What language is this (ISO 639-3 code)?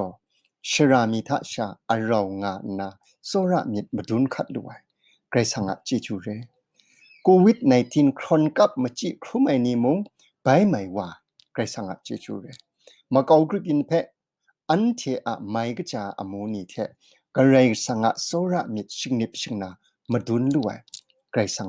kac